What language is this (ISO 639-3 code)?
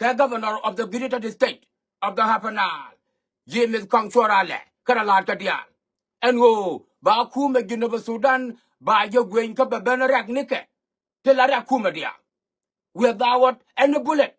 nus